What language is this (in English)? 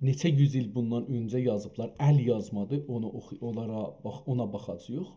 South Azerbaijani